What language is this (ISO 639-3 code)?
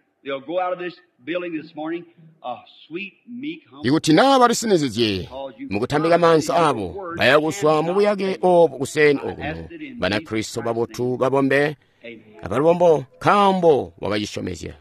toi